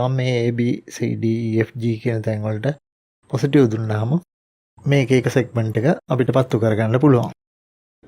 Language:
Sinhala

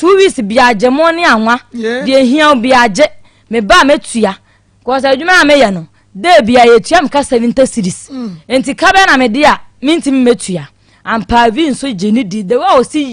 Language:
Akan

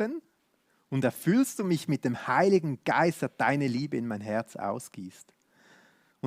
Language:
Swiss German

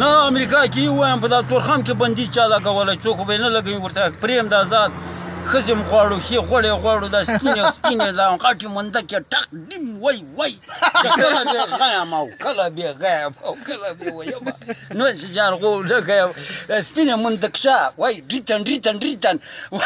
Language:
Pashto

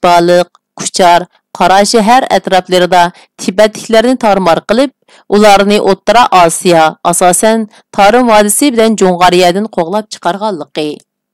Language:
Uyghur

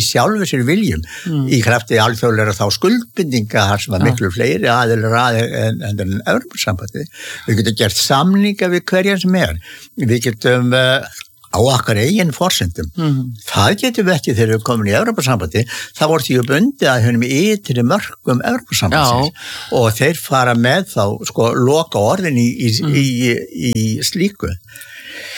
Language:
Icelandic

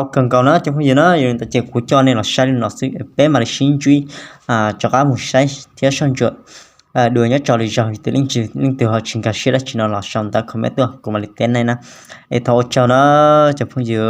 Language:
Hmong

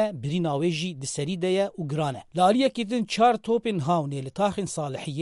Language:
Kurdish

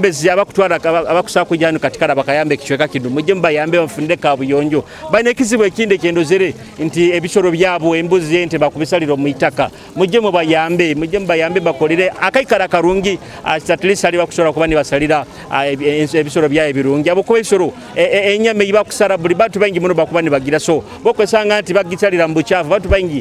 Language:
Nyoro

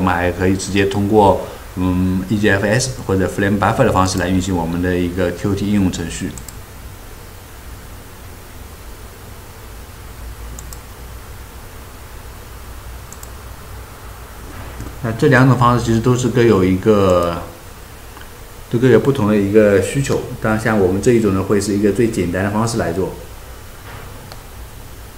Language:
Chinese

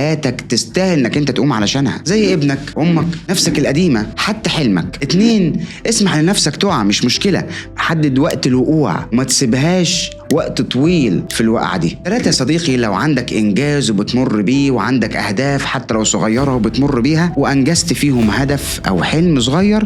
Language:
Egyptian Arabic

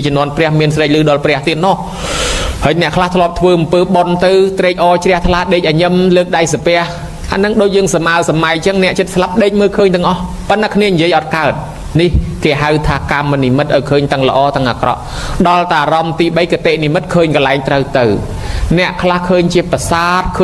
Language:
Khmer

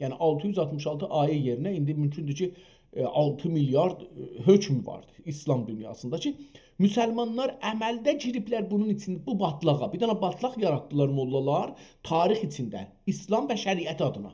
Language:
South Azerbaijani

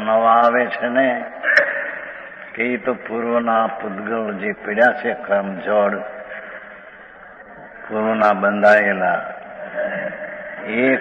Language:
Gujarati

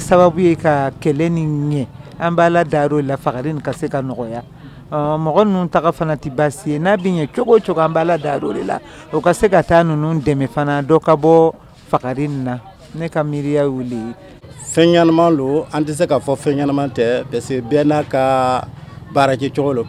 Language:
Bambara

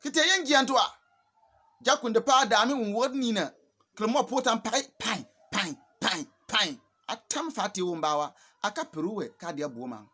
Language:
Bimoba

